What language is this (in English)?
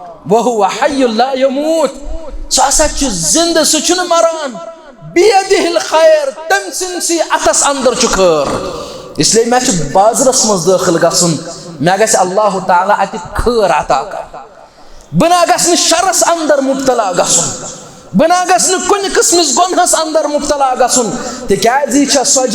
Kashmiri